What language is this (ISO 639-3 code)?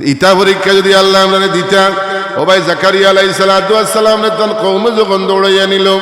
syl